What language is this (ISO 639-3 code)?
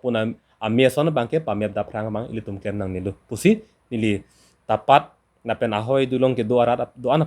mjw